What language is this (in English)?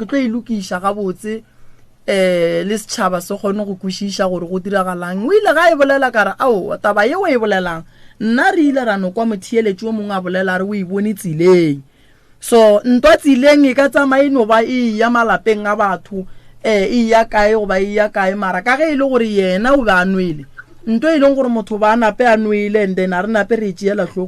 Northern Sotho